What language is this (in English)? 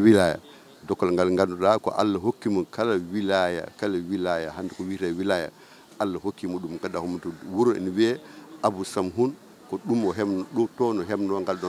Fula